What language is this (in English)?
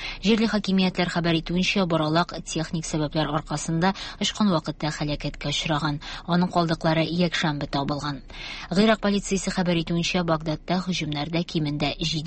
Tatar